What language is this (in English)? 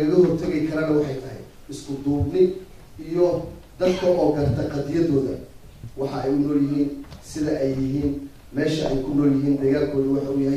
Somali